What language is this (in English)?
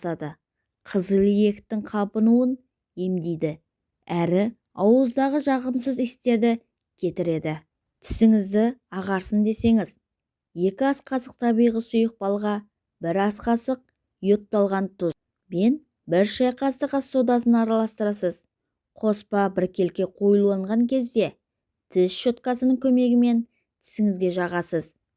Kazakh